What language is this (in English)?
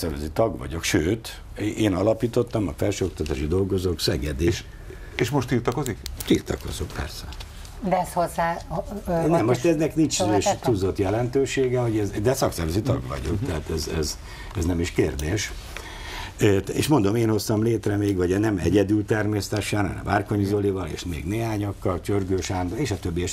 Hungarian